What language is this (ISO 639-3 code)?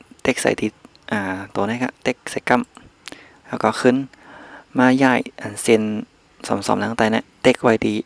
shn